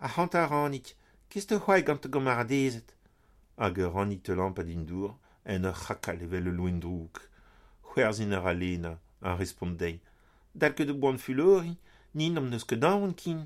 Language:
Breton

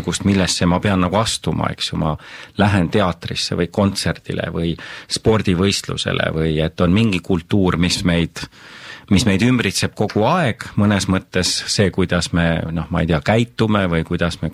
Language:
Estonian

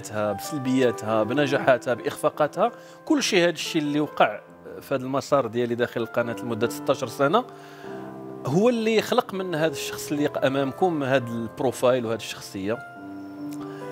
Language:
Moroccan Arabic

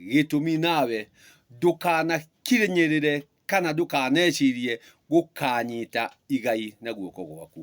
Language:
Kikuyu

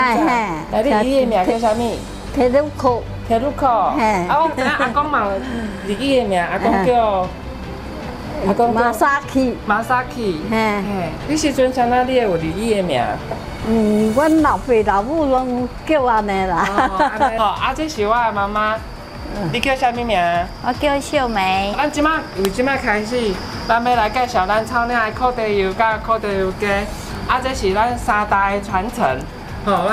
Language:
Min Nan Chinese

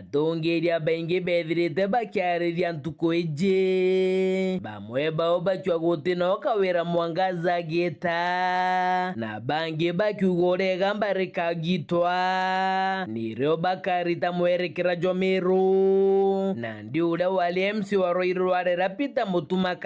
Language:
Meru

